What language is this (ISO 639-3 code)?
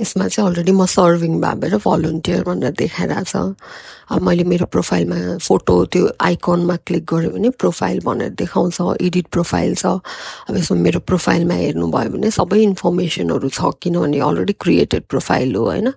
nep